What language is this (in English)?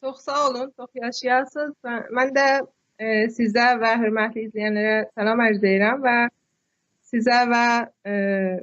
South Azerbaijani